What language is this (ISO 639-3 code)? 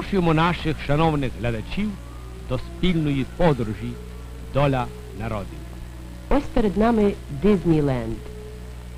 ukr